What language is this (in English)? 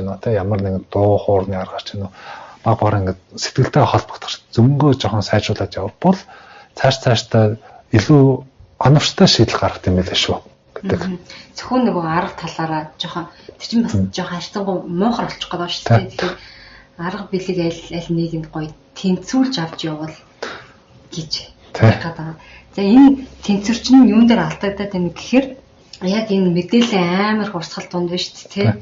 Mongolian